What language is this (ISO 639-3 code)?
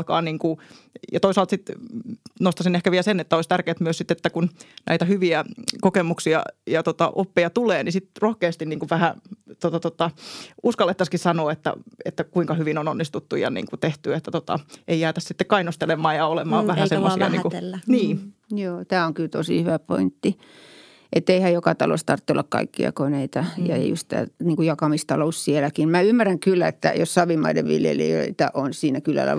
fin